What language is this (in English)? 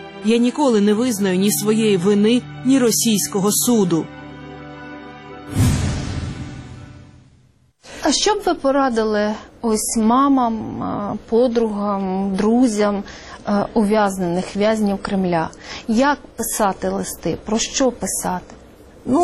Ukrainian